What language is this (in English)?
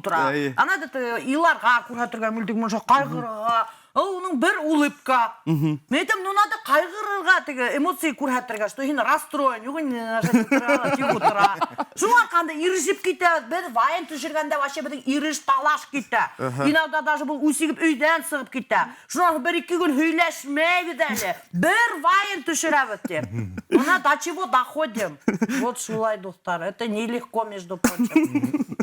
Bashkir